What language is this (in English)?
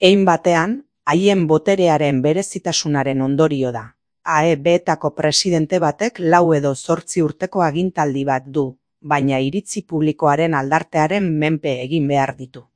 Basque